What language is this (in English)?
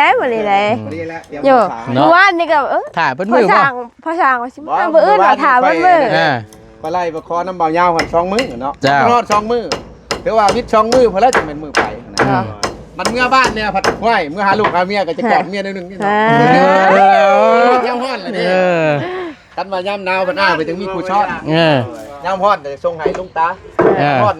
Northeastern Thai